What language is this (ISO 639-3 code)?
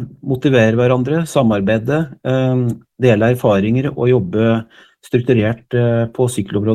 nor